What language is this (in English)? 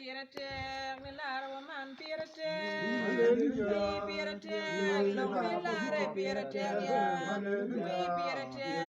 Acoli